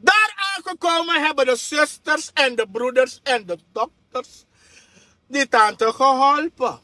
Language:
Sranan Tongo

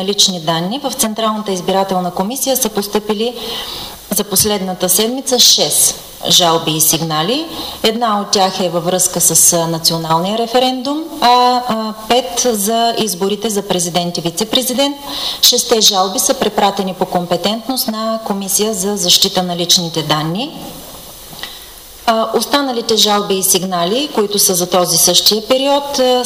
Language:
Bulgarian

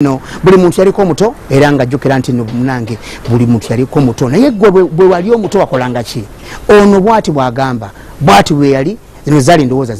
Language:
Ganda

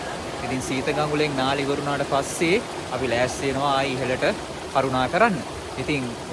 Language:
Sinhala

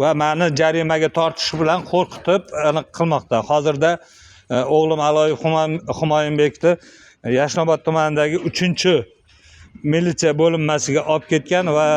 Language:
Uzbek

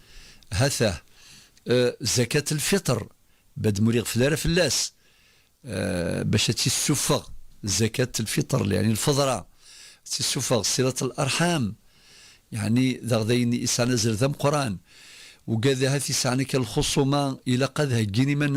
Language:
Kabyle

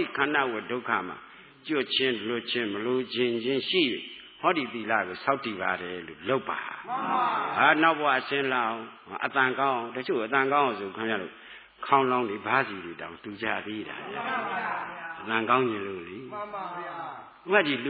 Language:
Burmese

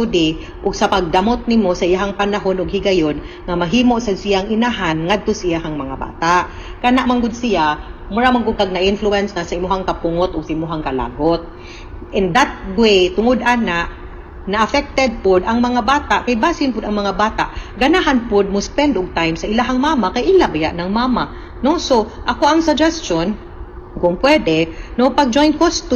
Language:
Cebuano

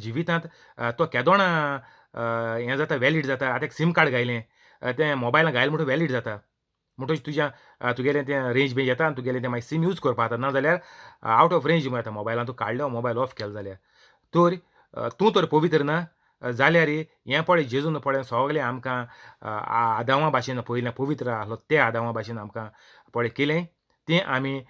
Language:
Konkani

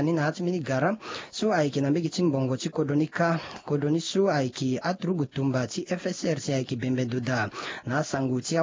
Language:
Sango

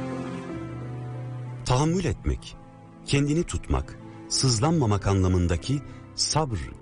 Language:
Turkish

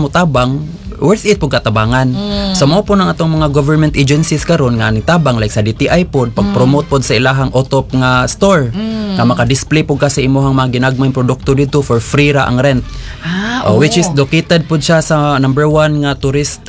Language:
Cebuano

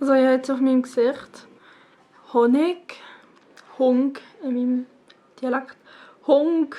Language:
Swiss German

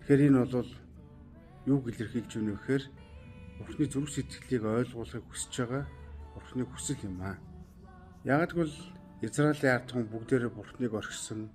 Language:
Mongolian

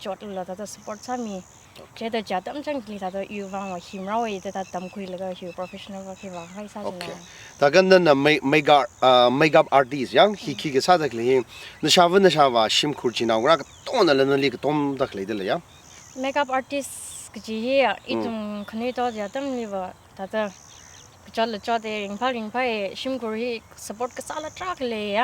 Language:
Tangkhul Naga (India)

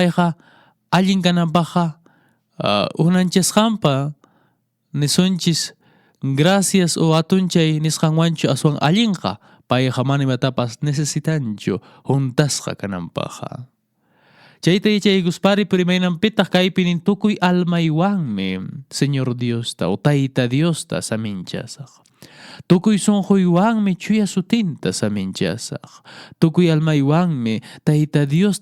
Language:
Quechua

